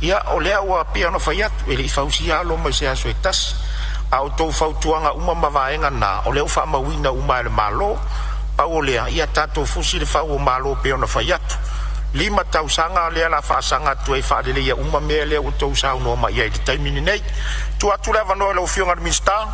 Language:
Samoan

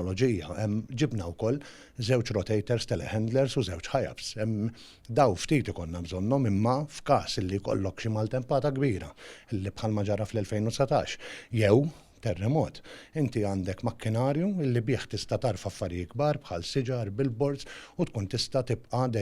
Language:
Maltese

